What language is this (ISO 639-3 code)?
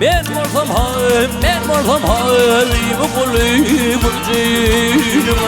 tuk